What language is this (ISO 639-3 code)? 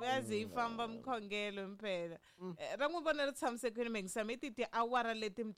tso